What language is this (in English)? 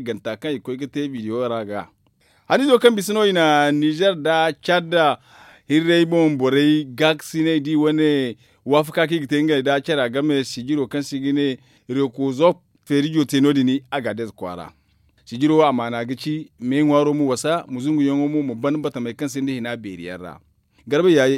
Zarma